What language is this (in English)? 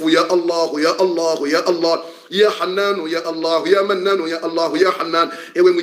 Swahili